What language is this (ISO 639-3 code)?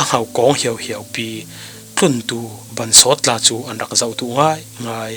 cfm